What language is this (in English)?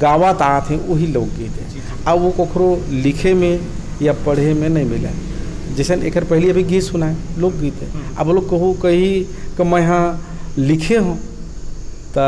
Chhattisgarhi